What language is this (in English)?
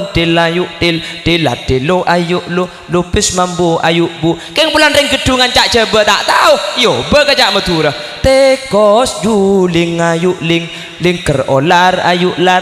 Madurese